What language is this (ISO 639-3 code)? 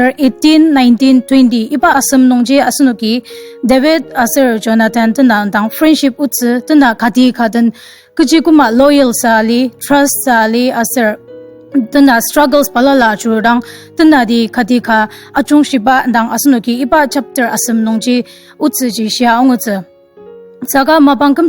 njo